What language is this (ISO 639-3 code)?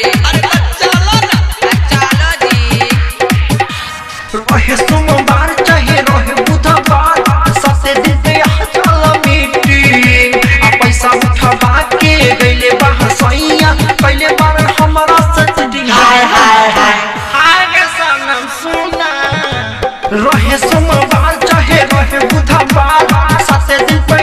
bho